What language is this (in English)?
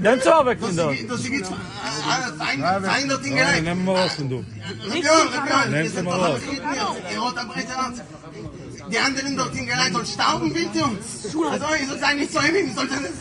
Yiddish